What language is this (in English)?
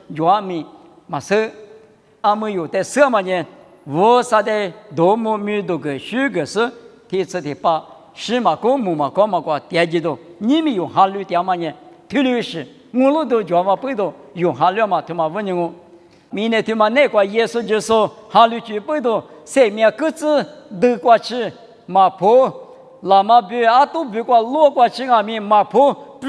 Lisu